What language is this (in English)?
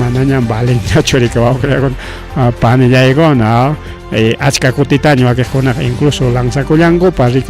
Ayacucho Quechua